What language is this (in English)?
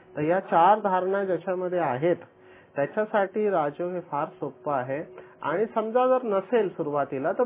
Marathi